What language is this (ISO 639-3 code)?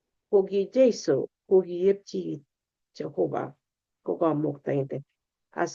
kln